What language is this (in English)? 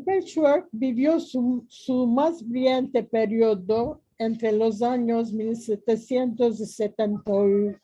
Ladino